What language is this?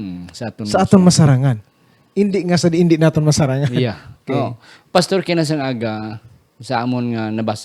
Hiligaynon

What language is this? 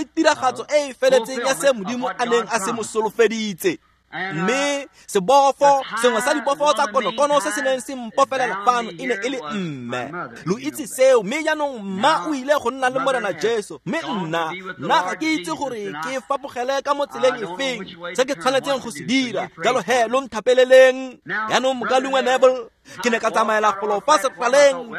Tswana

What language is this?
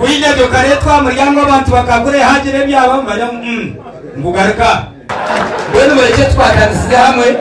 Nyankole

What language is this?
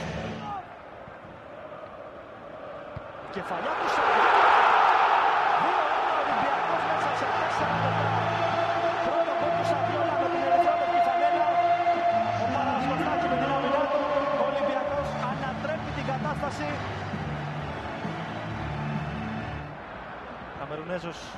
Greek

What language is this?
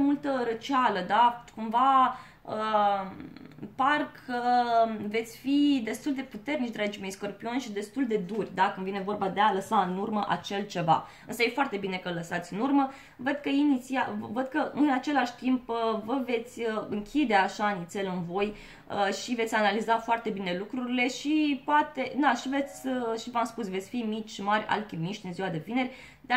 Romanian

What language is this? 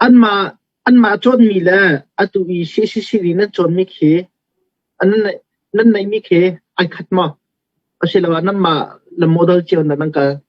Hakha Chin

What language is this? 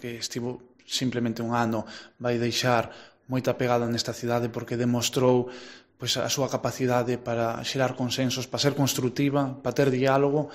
Galician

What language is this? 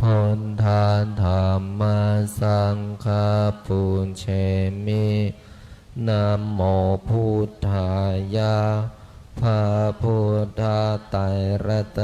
Pali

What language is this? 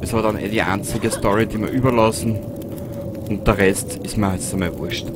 Bavarian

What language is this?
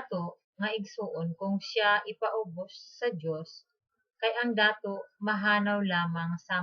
Cebuano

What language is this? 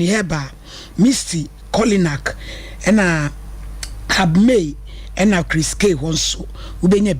Akan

